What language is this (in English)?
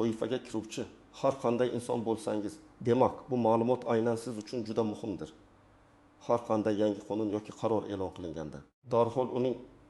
Uzbek